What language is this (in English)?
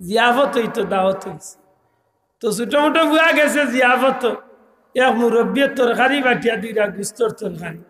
Sylheti